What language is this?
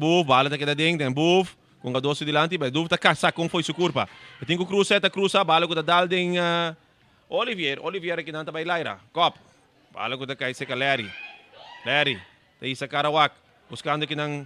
Papiamento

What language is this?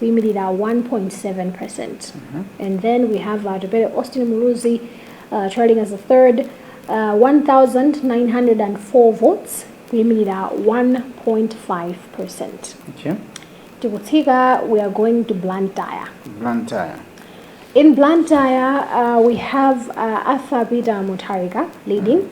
Nyanja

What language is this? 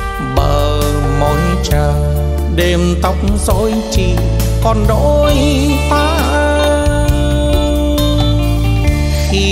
Vietnamese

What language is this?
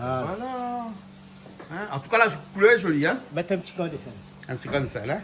Réunion Creole French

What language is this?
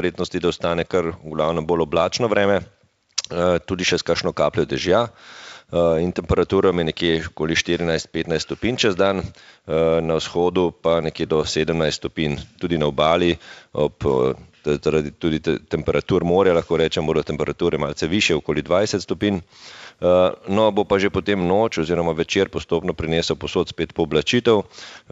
Slovenian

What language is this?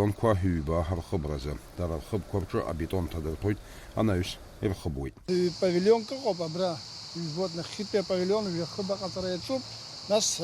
Abkhazian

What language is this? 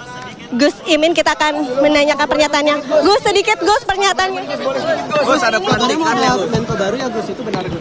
Indonesian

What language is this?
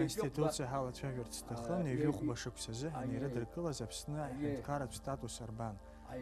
Abkhazian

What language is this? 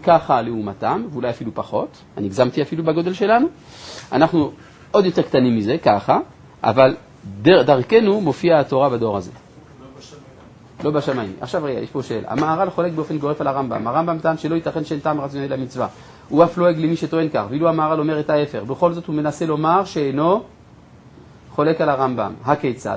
Hebrew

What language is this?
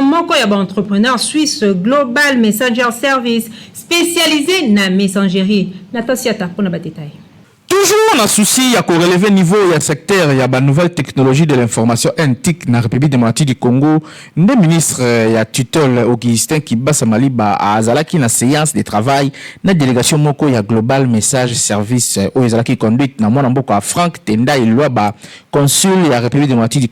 Lingala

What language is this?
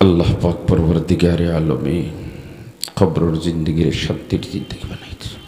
Sylheti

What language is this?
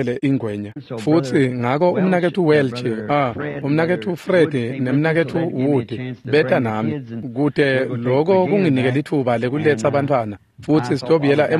Swati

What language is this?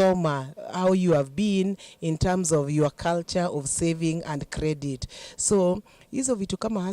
Kamba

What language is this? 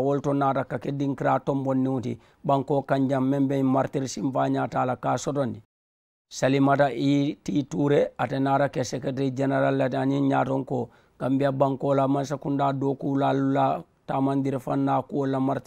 Mandingo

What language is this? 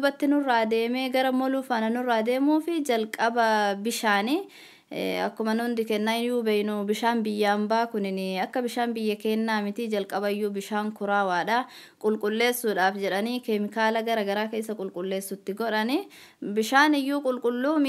Oromo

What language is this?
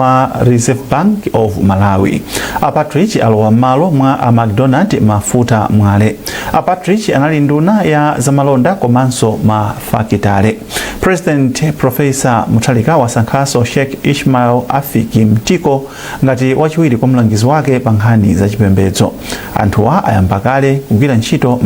Nyanja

